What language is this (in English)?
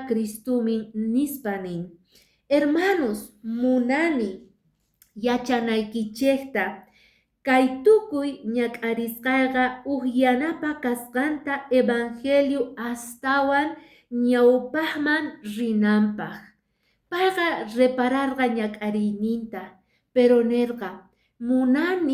Quechua